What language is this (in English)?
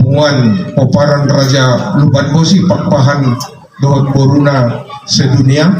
Batak Toba